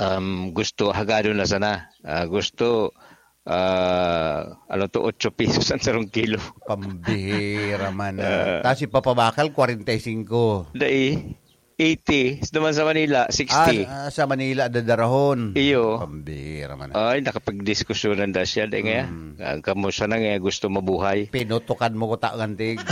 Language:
Bikol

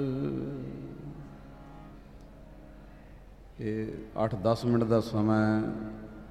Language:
Punjabi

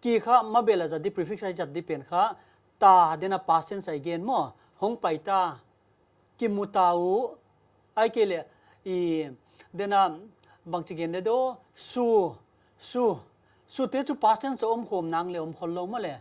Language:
Paite Chin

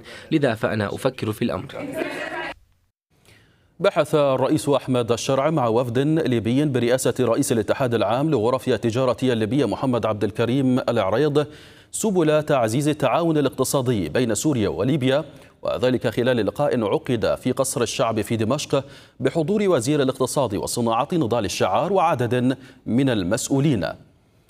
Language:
Arabic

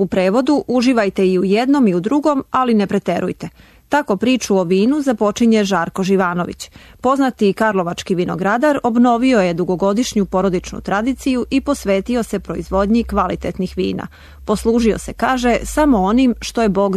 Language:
Serbian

